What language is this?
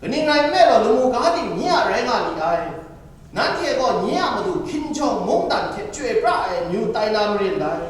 Kachin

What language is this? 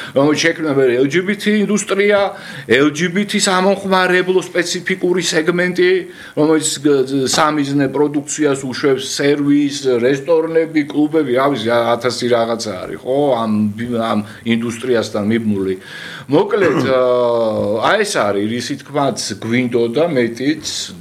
Georgian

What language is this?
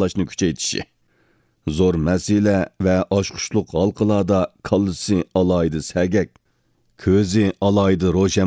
Uyghur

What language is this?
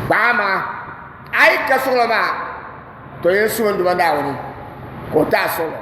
Dagbani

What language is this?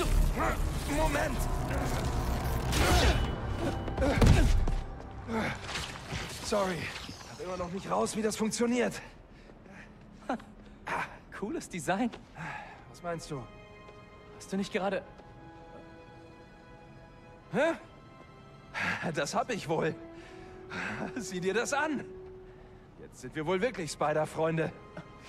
German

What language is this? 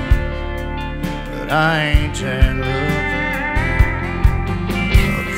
English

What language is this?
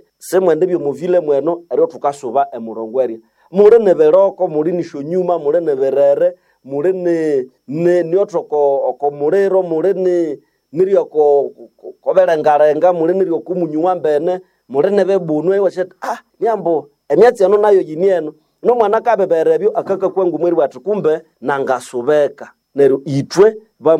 Nande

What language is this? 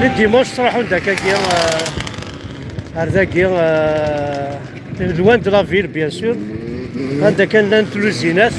Kabyle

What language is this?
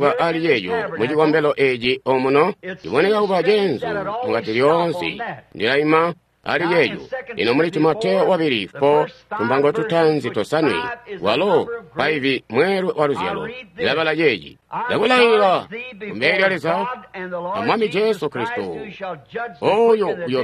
Tonga (Zambia)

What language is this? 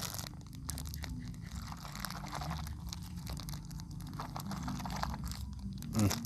Lao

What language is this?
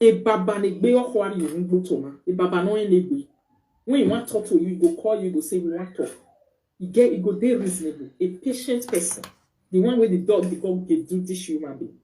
Nigerian Pidgin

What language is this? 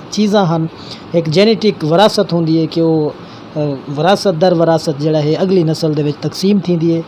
Saraiki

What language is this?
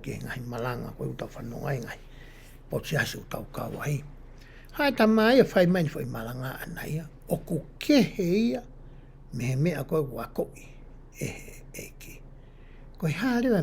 Tongan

